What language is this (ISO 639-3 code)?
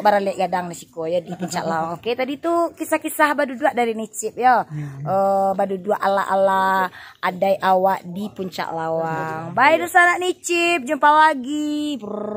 min